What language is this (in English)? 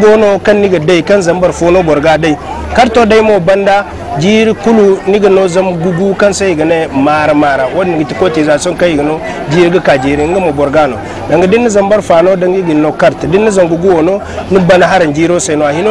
Zarma